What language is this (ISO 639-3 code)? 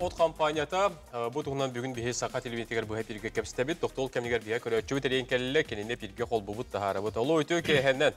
sah